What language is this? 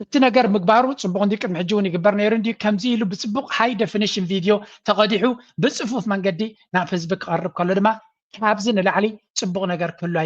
Tigrinya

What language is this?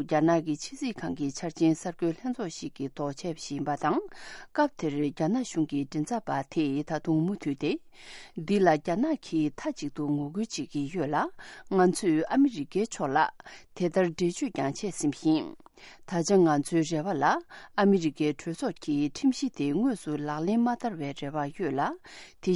Tibetan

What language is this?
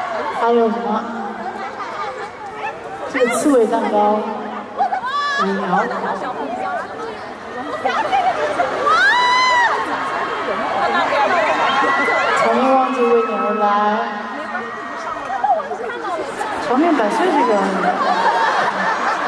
Chinese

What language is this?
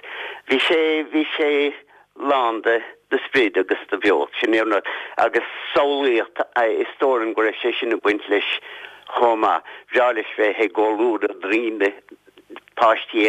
Irish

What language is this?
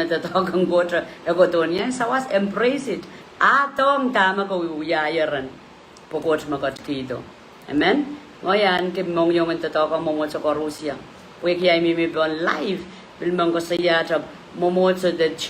Pohnpeian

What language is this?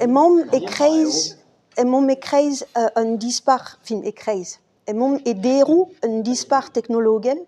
Breton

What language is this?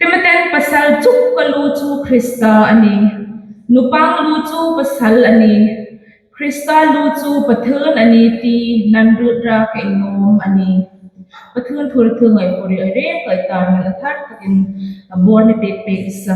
Hmar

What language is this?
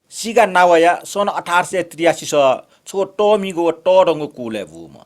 Newari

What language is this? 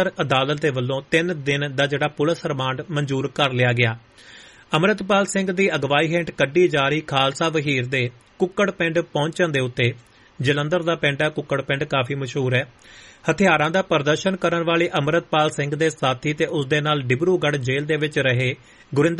Punjabi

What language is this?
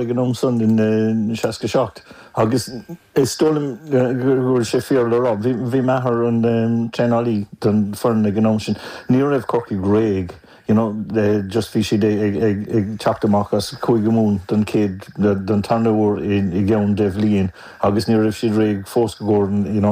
Irish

